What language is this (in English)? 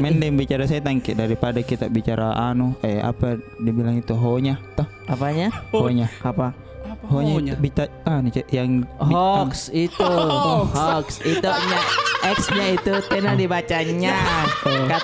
Makassar Malay